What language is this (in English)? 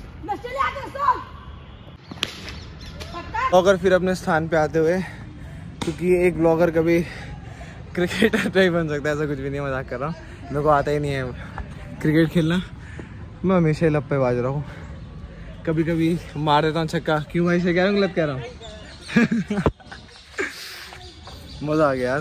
Hindi